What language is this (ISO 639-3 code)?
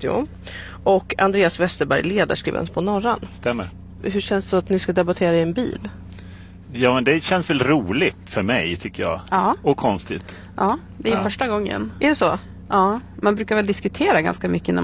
swe